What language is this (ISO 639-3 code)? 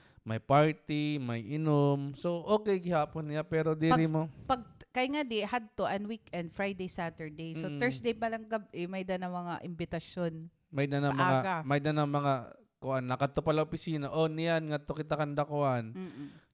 war